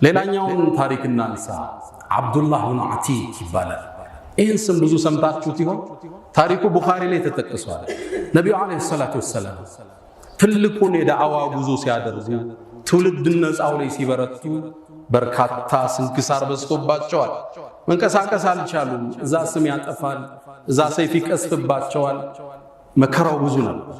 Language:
Amharic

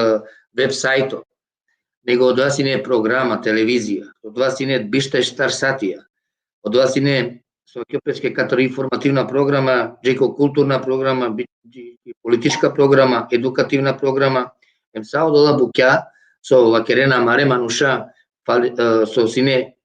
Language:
Balkan Romani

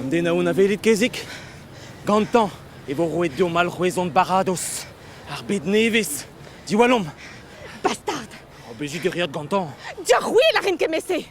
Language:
Breton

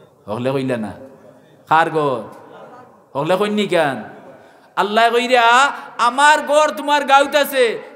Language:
Sylheti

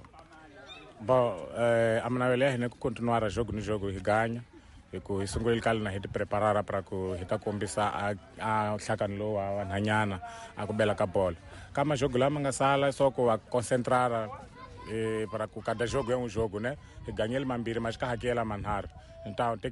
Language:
Tsonga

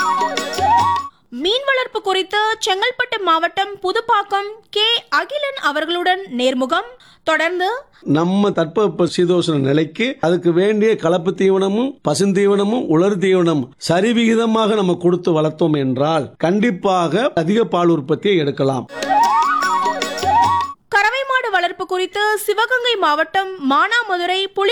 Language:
Tamil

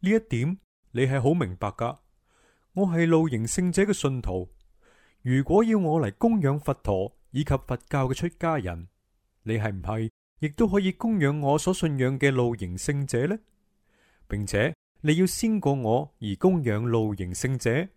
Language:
Cantonese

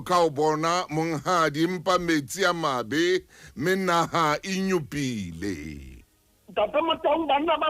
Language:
Southern Sotho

